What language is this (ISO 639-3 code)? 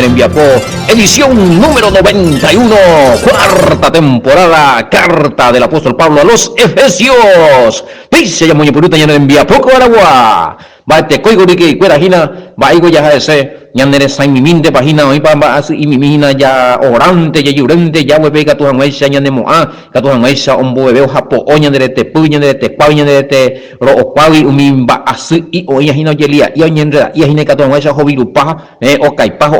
grn